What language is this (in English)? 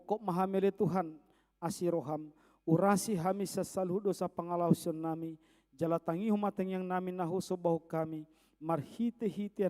Batak Toba